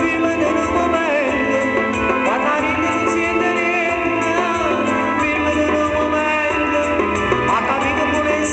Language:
Neapolitan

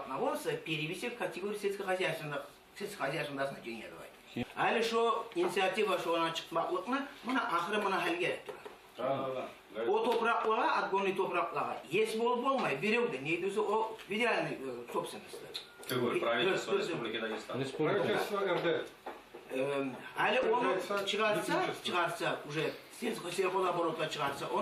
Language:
Kumyk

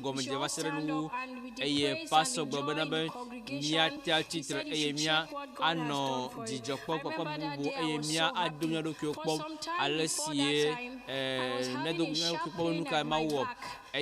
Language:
Ewe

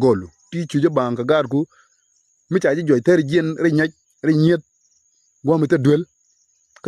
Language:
Nuer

